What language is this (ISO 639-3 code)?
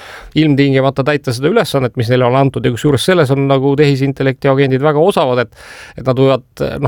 est